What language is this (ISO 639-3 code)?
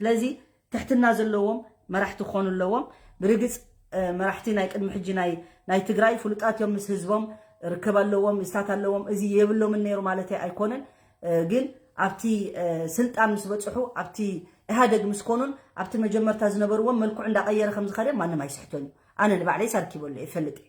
tir